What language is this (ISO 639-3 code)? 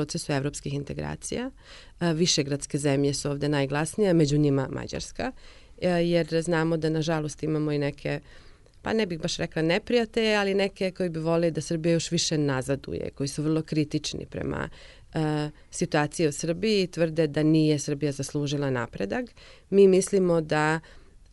srp